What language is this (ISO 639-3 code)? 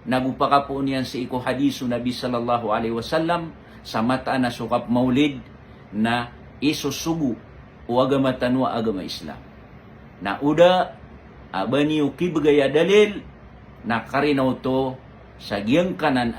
mrw